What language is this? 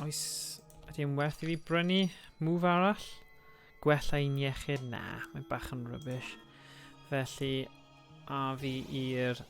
Welsh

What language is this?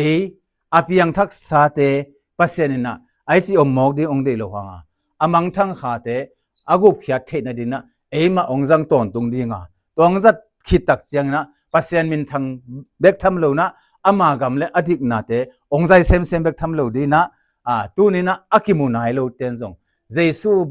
Tedim Chin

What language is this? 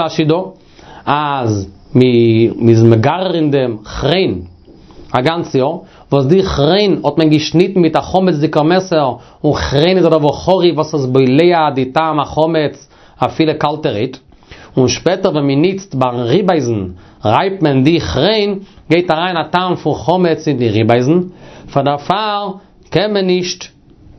Yiddish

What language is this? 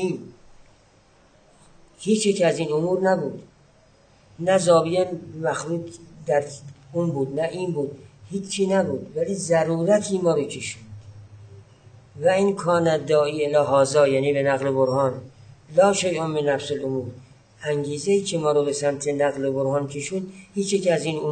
Persian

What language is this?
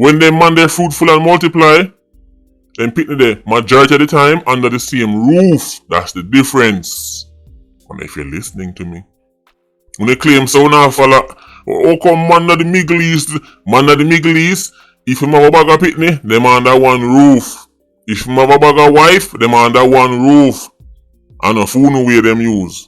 Jamaican Creole English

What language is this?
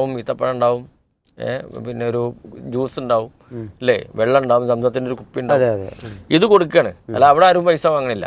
Malayalam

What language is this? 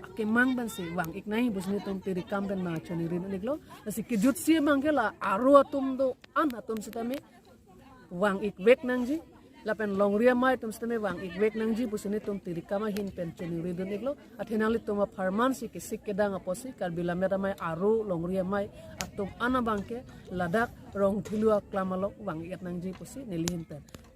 Karbi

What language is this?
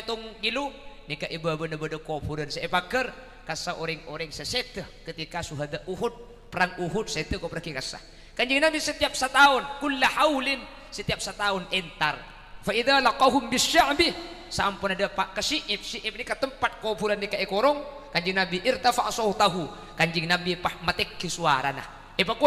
Madurese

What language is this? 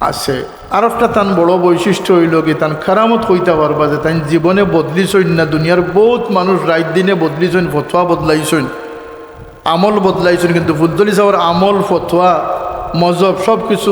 Sylheti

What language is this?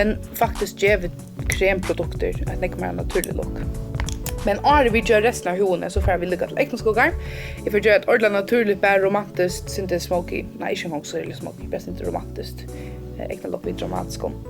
Faroese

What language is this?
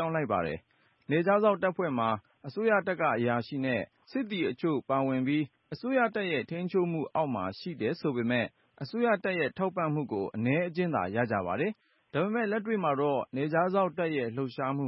Burmese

